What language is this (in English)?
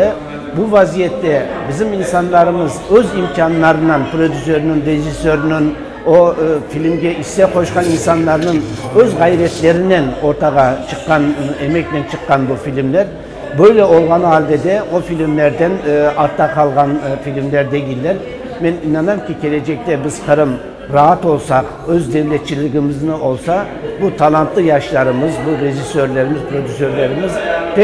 Crimean Tatar